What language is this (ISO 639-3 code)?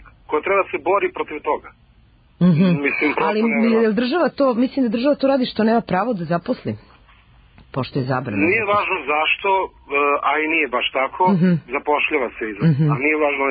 srp